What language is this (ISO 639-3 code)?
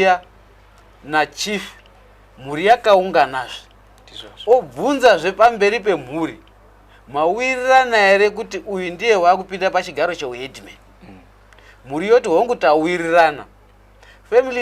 sna